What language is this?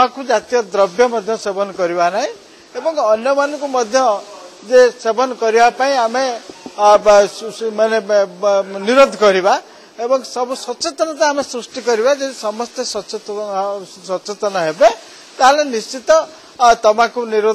Odia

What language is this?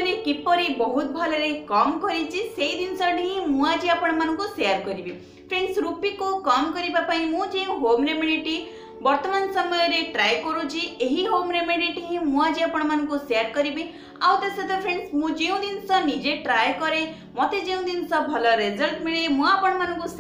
Odia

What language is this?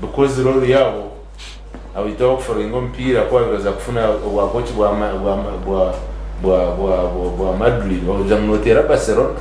Nyankole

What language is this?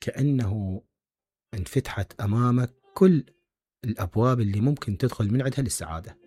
Mesopotamian Arabic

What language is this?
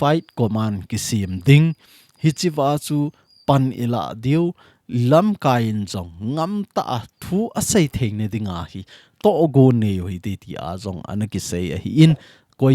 Thado Chin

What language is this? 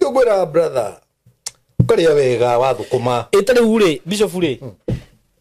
Kikuyu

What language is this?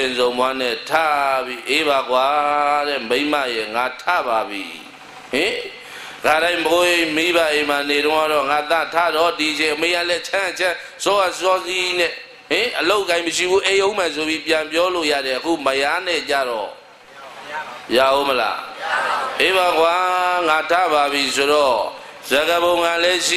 Burmese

